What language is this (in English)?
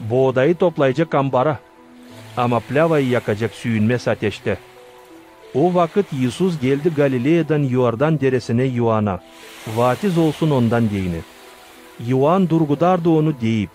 Gagauz